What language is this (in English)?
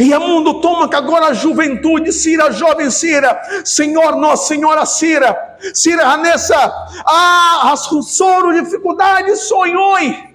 Tetum